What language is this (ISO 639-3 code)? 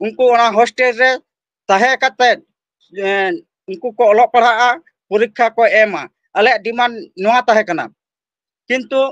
sat